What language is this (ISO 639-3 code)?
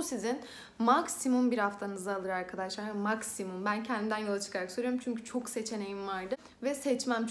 tur